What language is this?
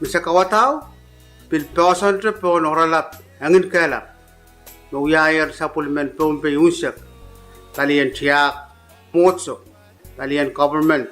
Pohnpeian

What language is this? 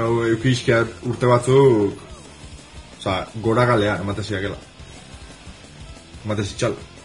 Basque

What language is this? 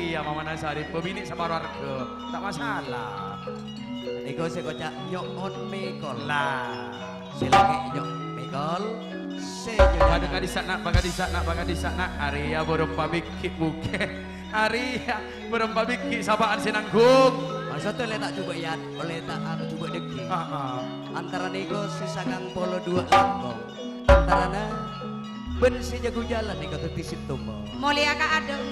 Madurese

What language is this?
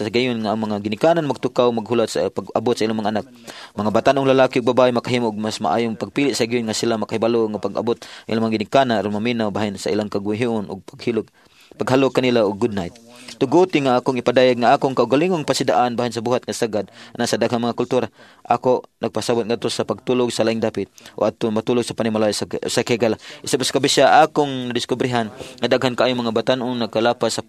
Cebuano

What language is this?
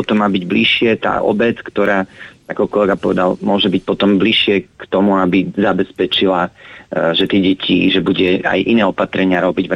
Slovak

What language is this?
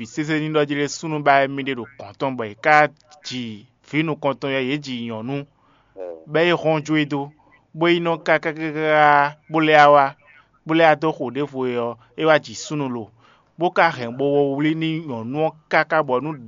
Fon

